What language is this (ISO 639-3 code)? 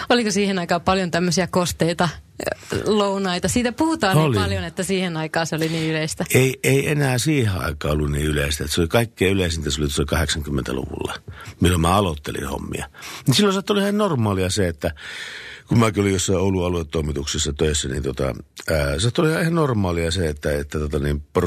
fin